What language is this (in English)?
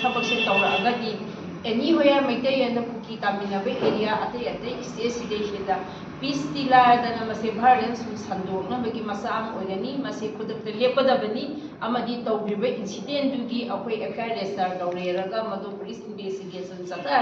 Manipuri